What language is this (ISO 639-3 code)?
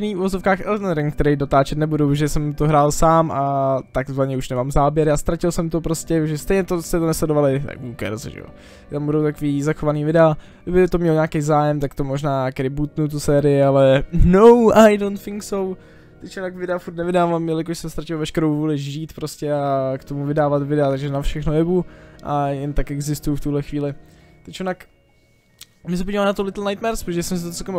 ces